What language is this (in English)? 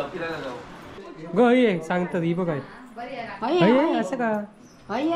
Konkani